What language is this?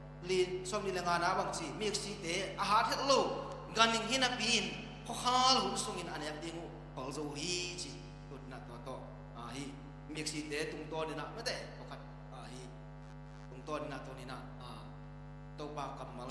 Tedim Chin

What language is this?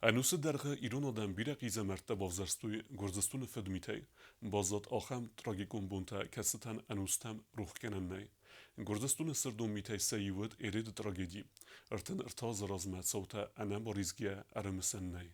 Ossetic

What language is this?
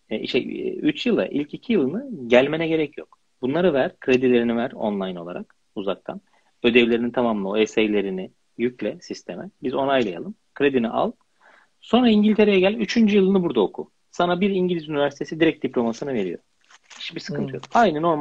Turkish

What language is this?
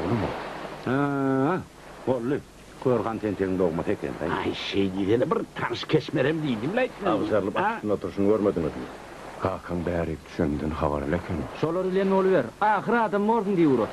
Turkmen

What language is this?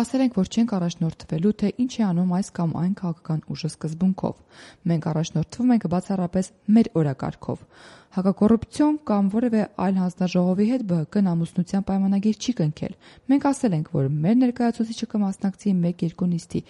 Armenian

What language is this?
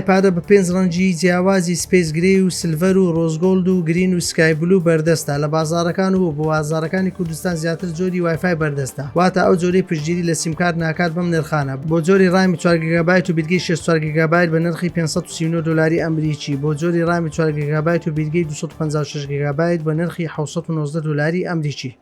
Central Kurdish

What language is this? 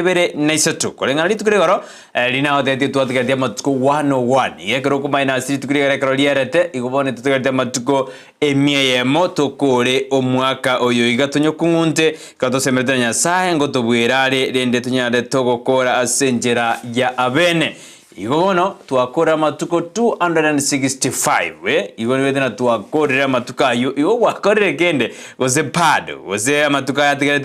Gusii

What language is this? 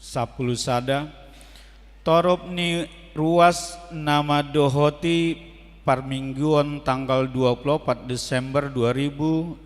Batak Toba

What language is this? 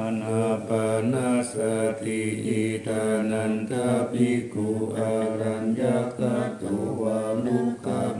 Pali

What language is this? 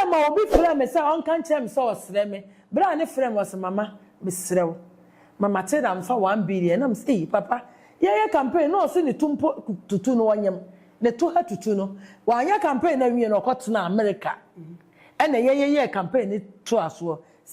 Akan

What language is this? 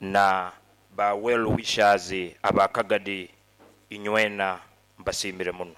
Nyoro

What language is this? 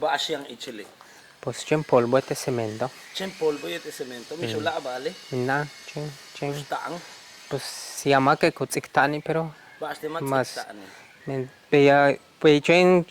Yucateco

